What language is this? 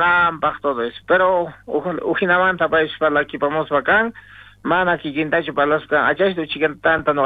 South Bolivian Quechua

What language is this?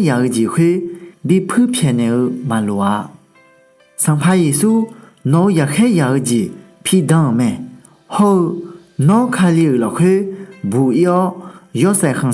Akha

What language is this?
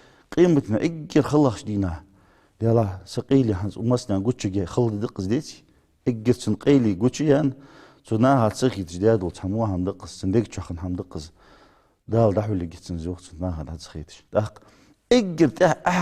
Ingush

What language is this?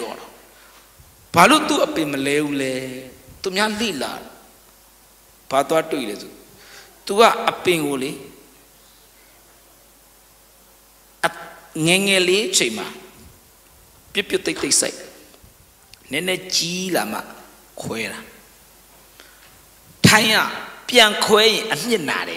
Burmese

